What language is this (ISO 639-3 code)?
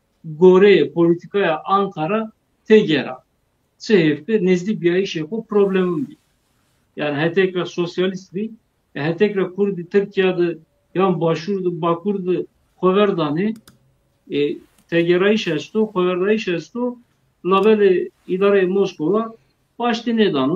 zza